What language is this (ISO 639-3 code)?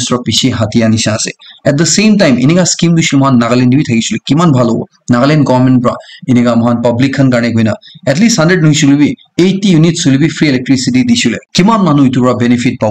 nag